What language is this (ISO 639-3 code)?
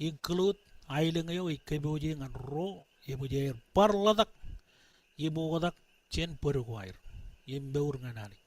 mah